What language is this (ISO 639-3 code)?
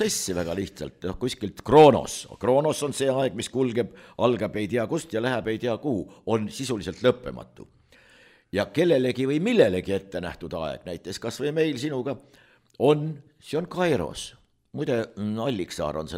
est